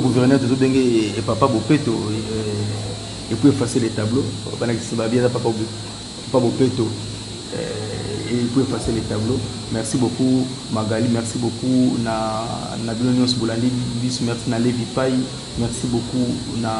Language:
Lingala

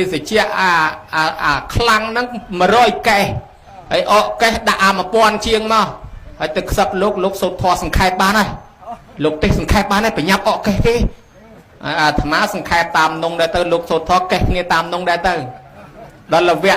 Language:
Khmer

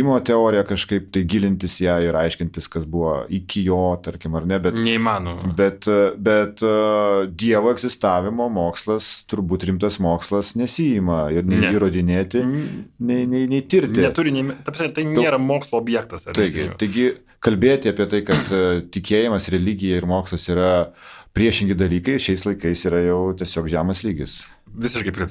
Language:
Lithuanian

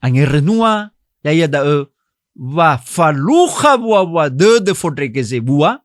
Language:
Nias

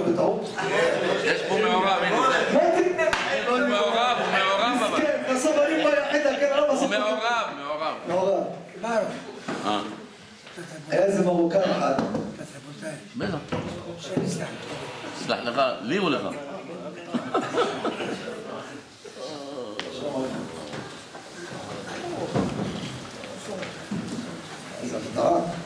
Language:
Hebrew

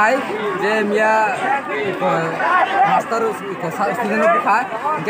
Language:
Kok Borok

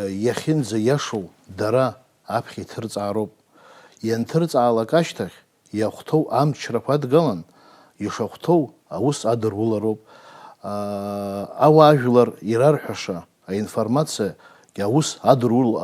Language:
Abkhazian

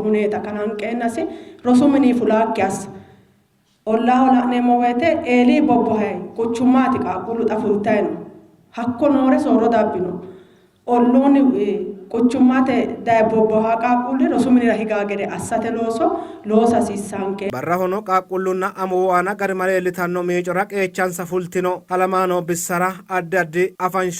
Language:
Sidamo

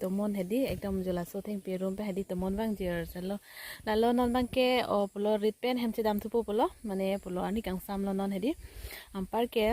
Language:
Karbi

